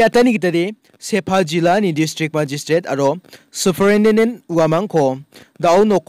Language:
Garo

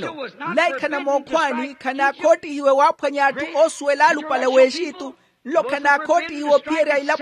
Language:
Makhuwa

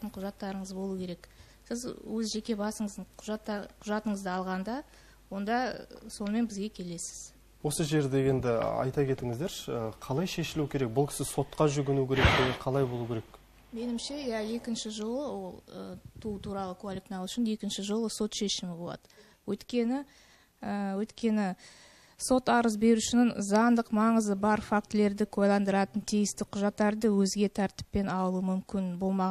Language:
Kazakh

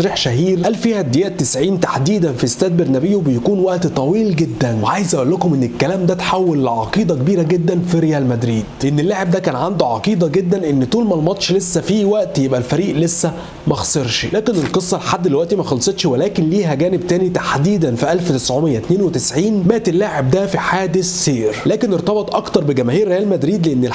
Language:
Egyptian Arabic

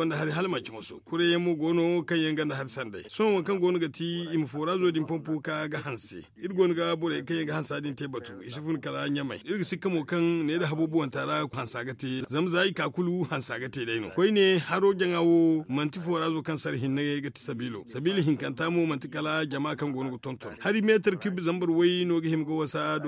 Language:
Zarma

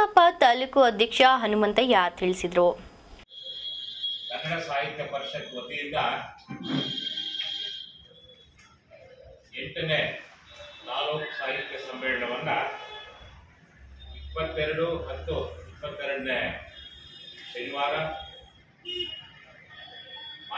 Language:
Kannada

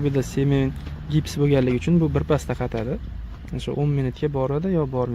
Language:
Uzbek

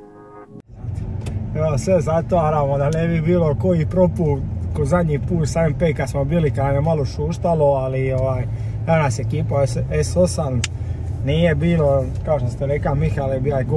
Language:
Croatian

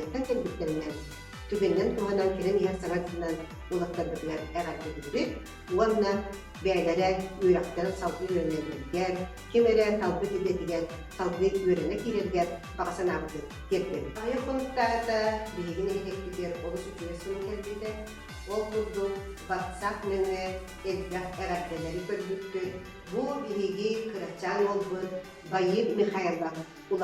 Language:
Yakut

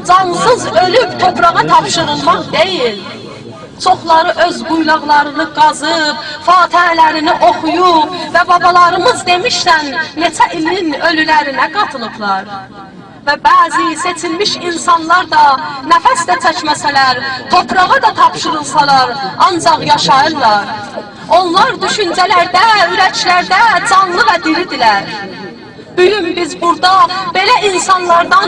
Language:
South Azerbaijani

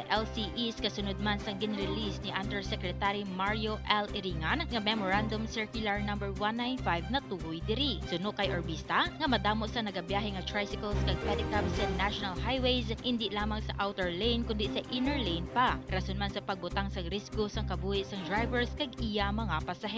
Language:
Hiligaynon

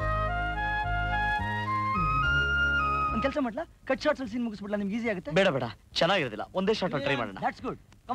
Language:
Kannada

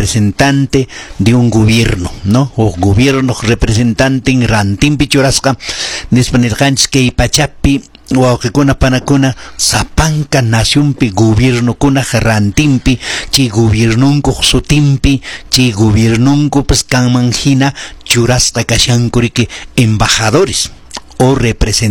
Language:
Quechua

